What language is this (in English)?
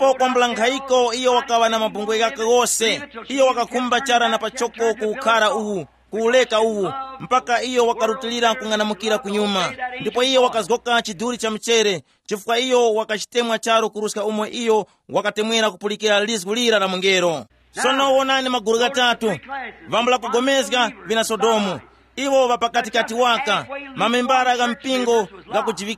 Tumbuka